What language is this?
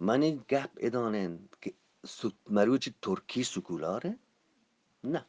Eastern Balochi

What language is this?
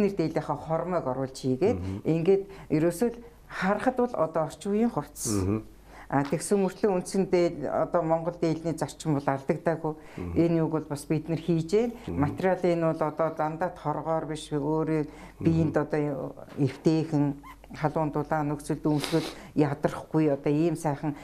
Mongolian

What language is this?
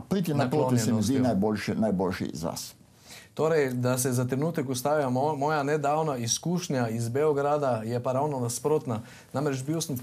Slovenian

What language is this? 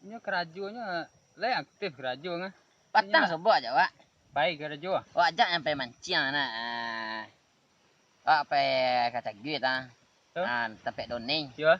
Minangkabau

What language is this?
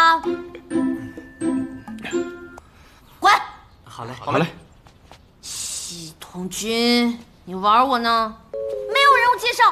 Chinese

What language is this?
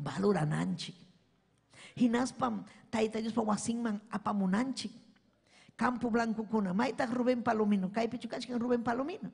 Ayacucho Quechua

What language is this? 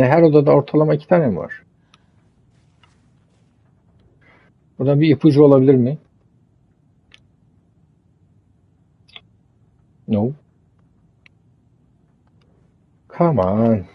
Turkish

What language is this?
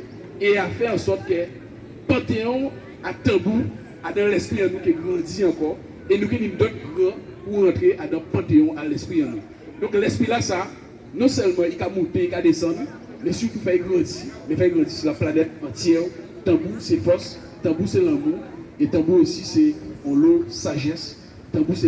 Guadeloupean Creole French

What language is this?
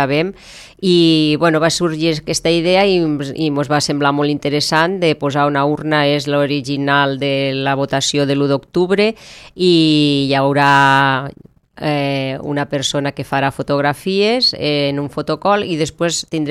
Catalan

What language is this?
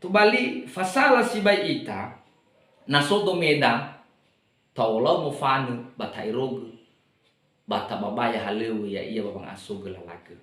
Nias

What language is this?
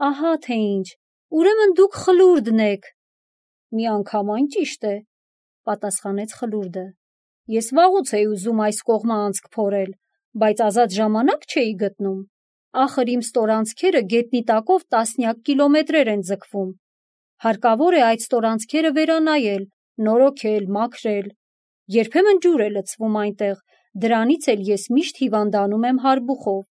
Armenian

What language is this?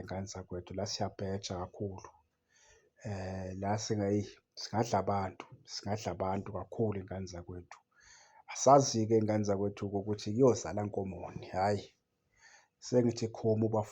Zulu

